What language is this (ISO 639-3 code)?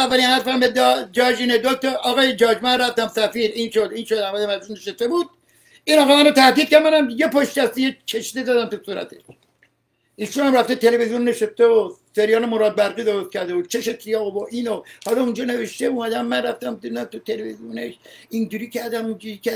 fas